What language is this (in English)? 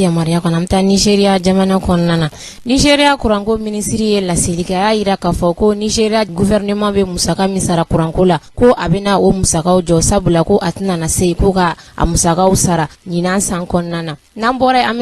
Bambara